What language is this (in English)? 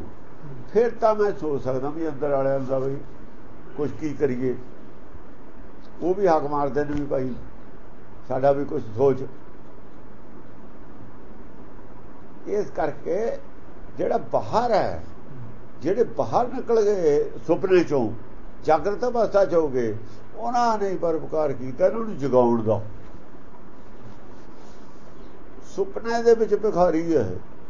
Punjabi